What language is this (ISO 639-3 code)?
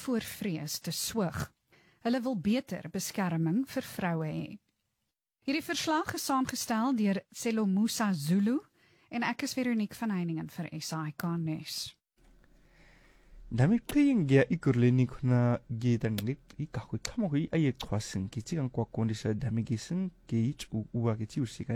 afr